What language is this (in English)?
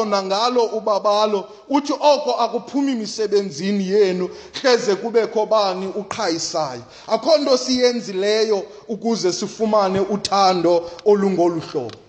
Xhosa